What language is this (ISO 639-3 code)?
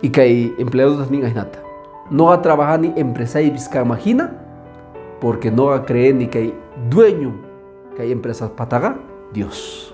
que